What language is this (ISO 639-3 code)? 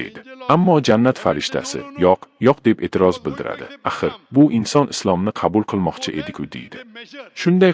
uzb